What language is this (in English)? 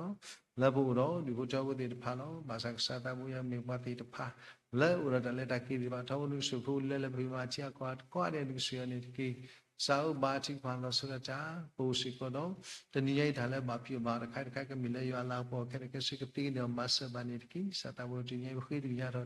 S'gaw Karen